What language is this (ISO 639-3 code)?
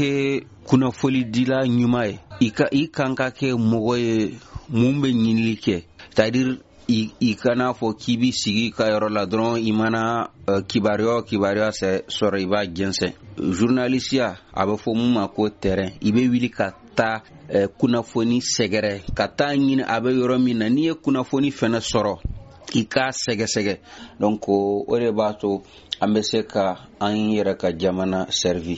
bam